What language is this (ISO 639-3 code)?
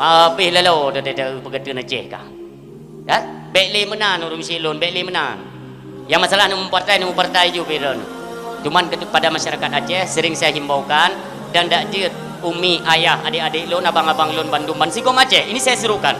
ace